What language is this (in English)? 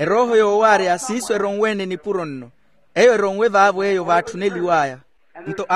Makhuwa